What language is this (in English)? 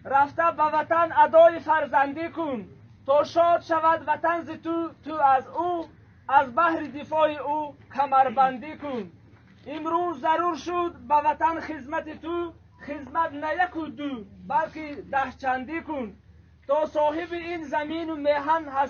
Tajik